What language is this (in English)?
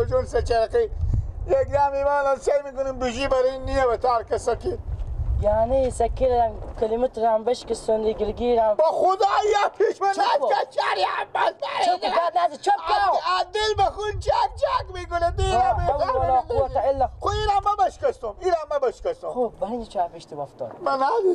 Persian